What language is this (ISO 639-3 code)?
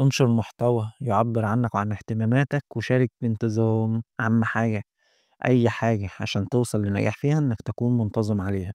arz